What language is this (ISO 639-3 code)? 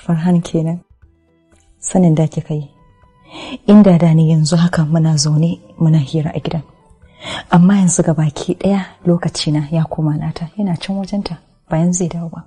hau